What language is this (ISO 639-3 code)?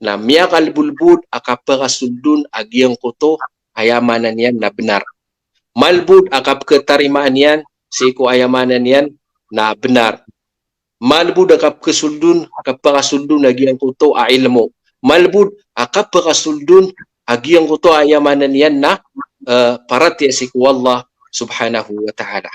mrw